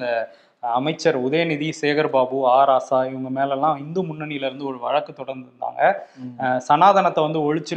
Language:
Tamil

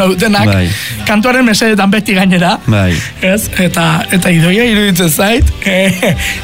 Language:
Basque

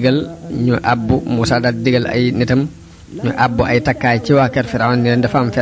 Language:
Wolof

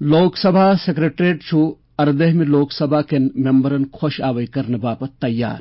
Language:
Kashmiri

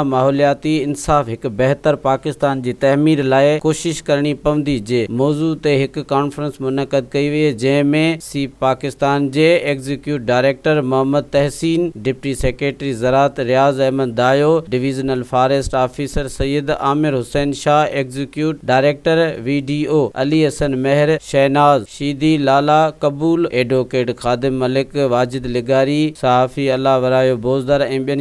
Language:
Sindhi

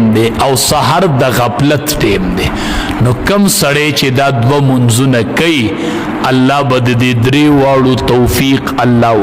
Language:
Pashto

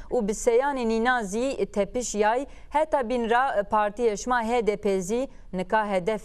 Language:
Zaza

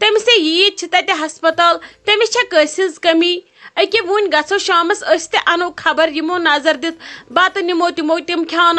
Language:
Kashmiri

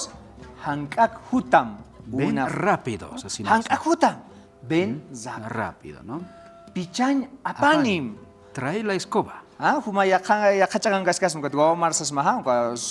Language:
Aymara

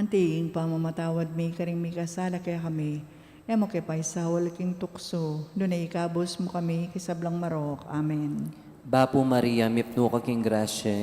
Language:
Pampanga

